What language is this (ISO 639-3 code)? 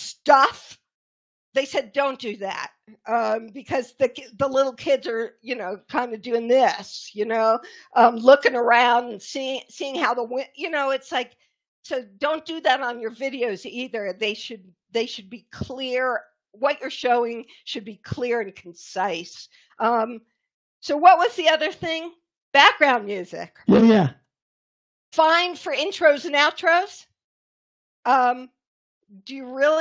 eng